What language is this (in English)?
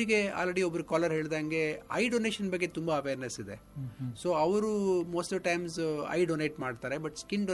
Kannada